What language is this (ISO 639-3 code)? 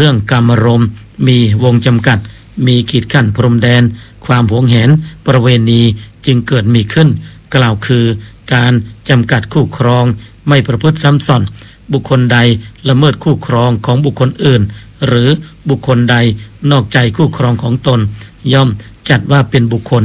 tha